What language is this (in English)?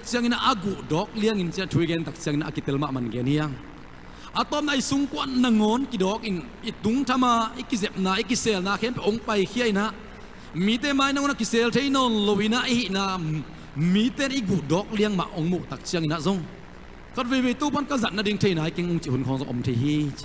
Tedim Chin